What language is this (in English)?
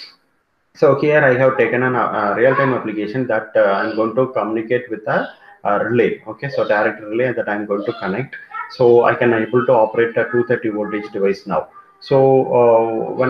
English